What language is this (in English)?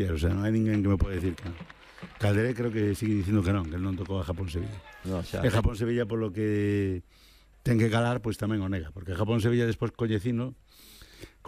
Galician